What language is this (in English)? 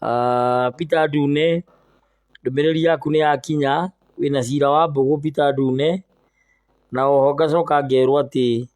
Kikuyu